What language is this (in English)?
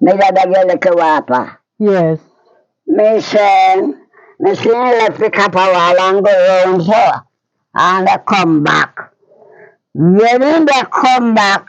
Jamaican Creole English